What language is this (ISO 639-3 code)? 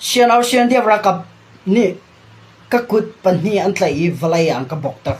cnh